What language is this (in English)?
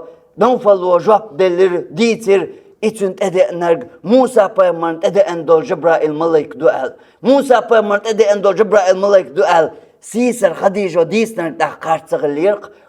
Chechen